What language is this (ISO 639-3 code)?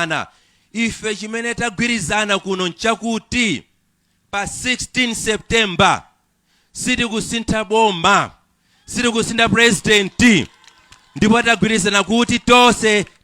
nya